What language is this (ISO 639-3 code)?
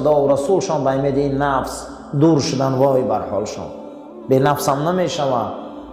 tgk